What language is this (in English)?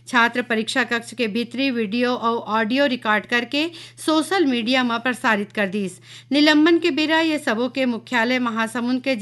Chhattisgarhi